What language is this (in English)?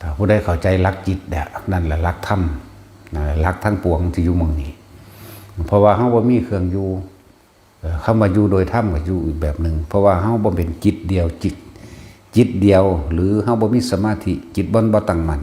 Northeastern Thai